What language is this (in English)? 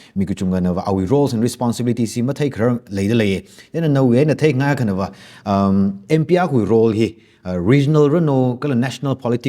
Tangkhul Naga (India)